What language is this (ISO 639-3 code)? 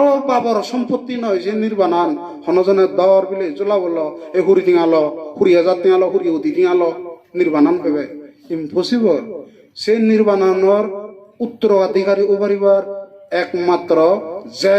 ccp